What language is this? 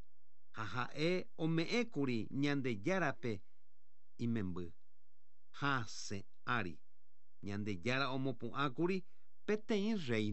Guarani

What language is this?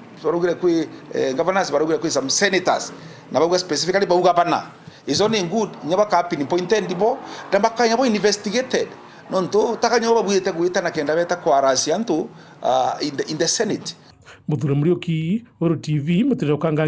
Meru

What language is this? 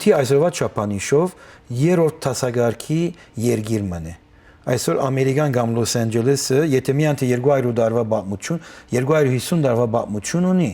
Western Armenian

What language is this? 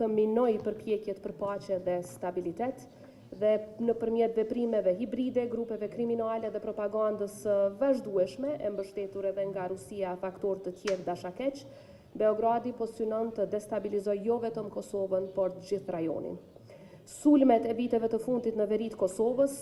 Albanian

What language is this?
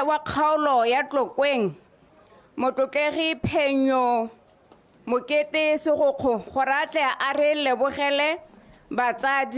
Tswana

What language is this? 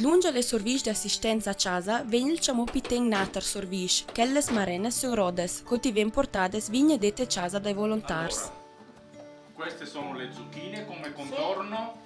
Ladin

